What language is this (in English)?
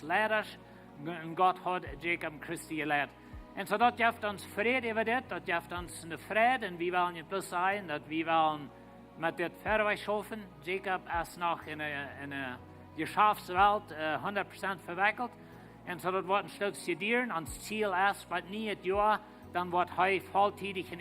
Plautdietsch